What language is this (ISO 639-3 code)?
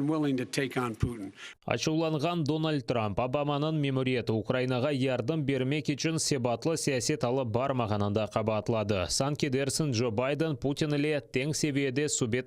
crh